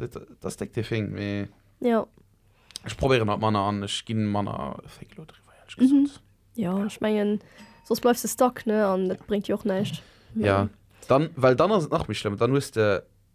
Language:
Luxembourgish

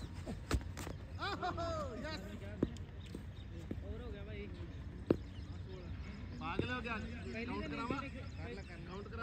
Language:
Punjabi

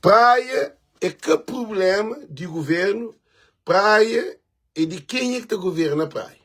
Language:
Kabuverdianu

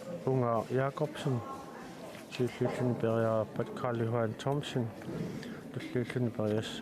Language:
Kalaallisut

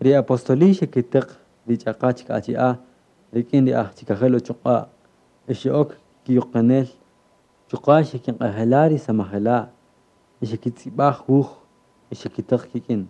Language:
Kaqchikel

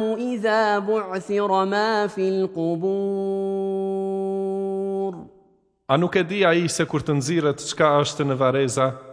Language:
Albanian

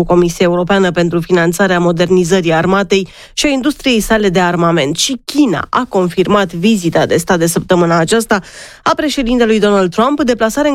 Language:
Romanian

